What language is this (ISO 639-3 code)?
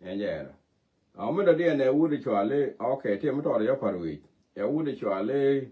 nus